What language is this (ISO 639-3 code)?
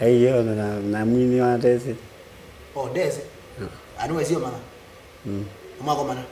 kam